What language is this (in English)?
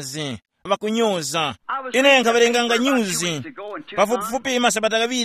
Tumbuka